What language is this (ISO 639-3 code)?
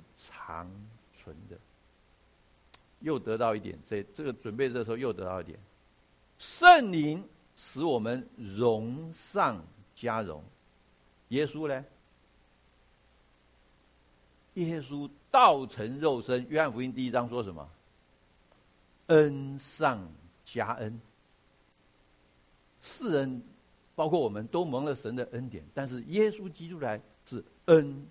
zho